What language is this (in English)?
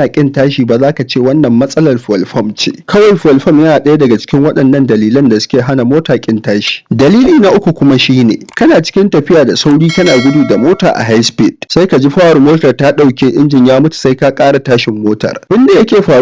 Hausa